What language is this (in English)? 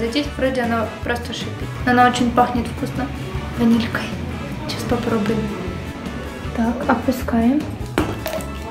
Russian